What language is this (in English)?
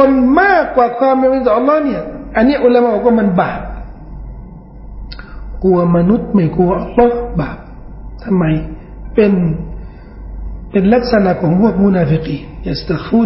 Thai